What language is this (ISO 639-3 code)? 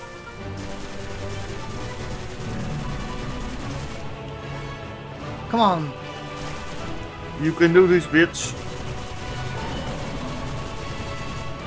nld